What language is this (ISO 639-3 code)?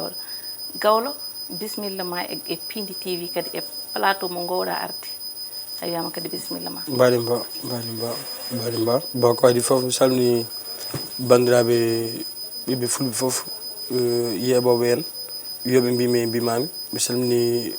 ful